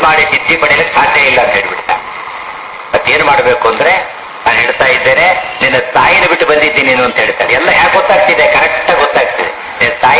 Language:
Kannada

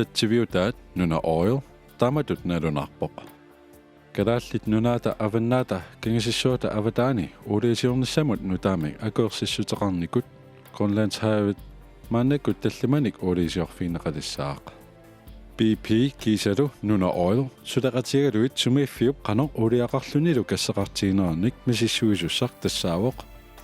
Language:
Kalaallisut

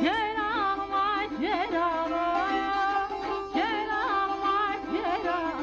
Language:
South Azerbaijani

